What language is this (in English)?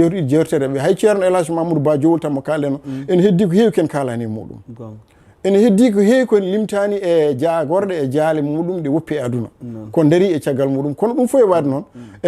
Fula